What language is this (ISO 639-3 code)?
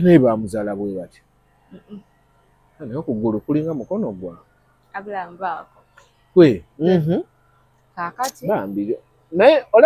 lug